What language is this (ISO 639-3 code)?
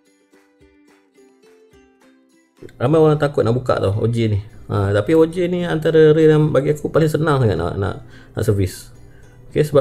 msa